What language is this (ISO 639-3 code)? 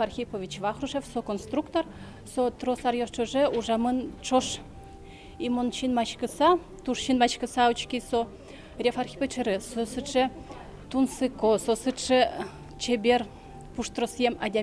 udm